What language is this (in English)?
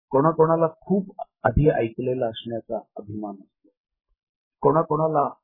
Marathi